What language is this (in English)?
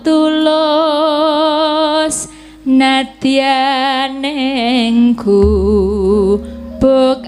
Javanese